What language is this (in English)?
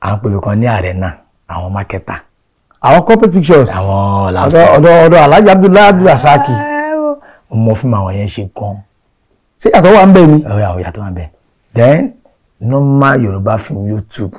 Yoruba